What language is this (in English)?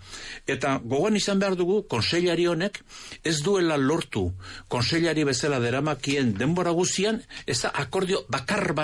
Basque